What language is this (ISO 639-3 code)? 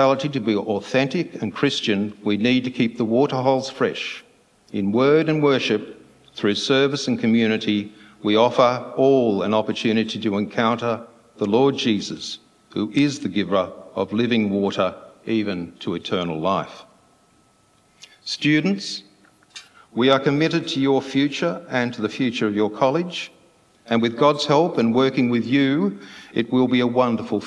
eng